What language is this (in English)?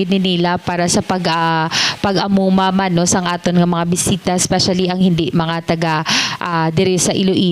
Hiligaynon